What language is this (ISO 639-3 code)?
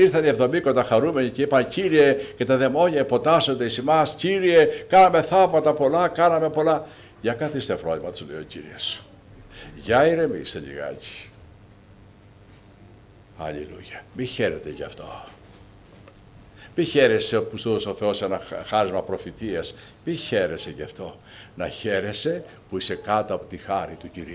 ell